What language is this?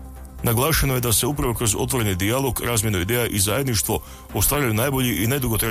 Croatian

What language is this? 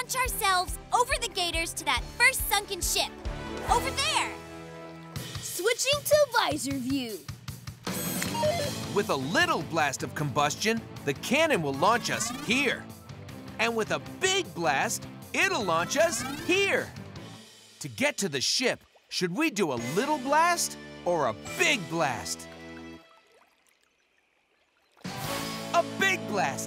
English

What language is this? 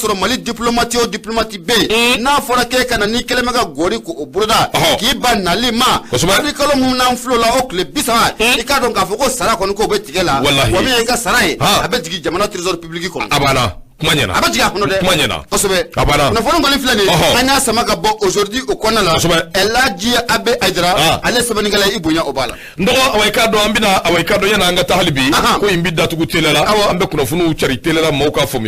Bambara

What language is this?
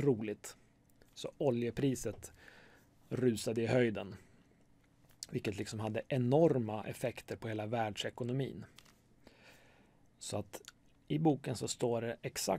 Swedish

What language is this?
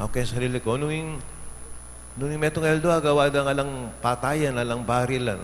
Pampanga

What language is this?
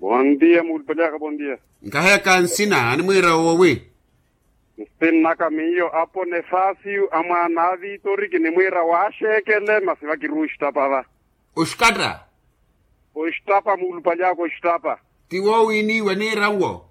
Makhuwa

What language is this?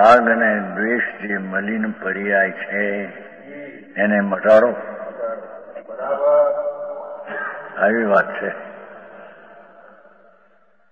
Gujarati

